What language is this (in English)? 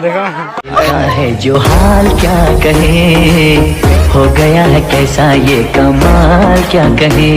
Chhattisgarhi